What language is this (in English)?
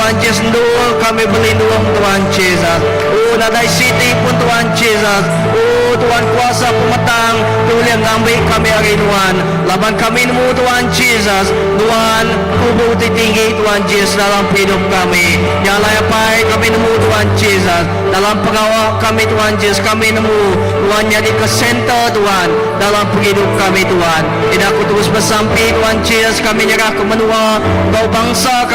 Iban